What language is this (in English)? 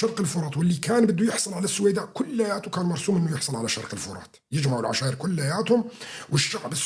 North Levantine Arabic